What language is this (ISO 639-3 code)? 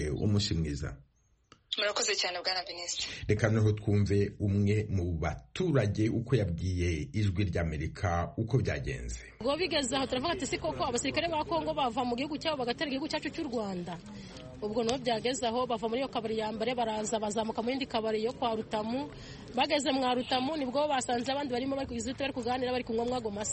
kin